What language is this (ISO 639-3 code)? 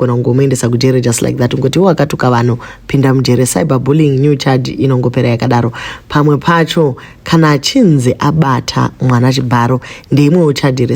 sna